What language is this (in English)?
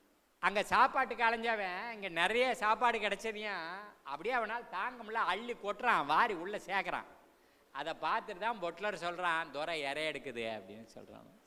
Tamil